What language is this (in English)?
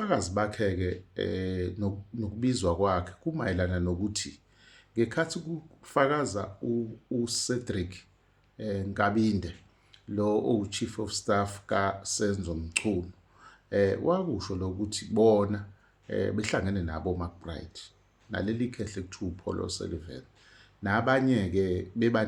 Zulu